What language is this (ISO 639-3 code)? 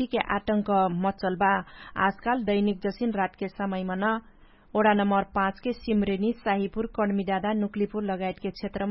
thl